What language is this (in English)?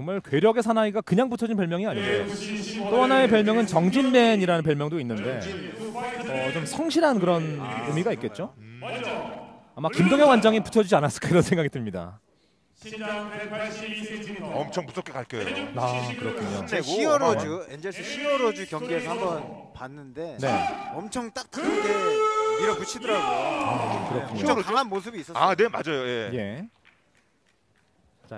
Korean